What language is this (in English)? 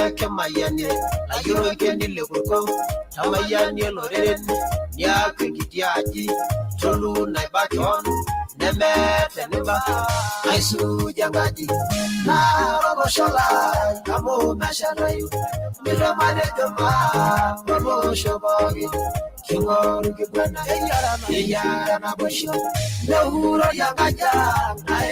Masai